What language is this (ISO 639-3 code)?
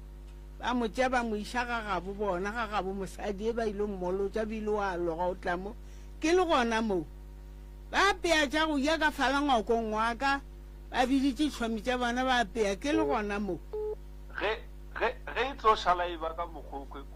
nso